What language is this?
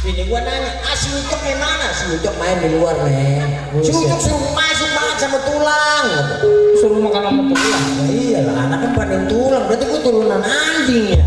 Betawi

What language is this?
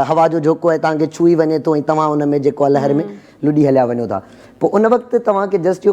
Sindhi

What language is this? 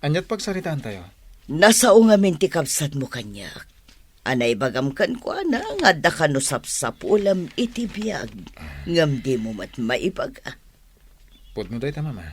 Iloko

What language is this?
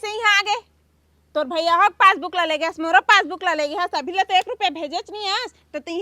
Chhattisgarhi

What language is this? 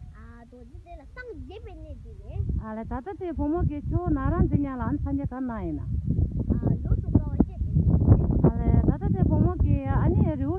Tibetan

